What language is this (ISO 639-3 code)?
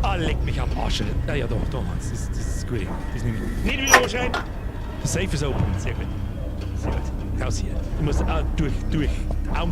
bar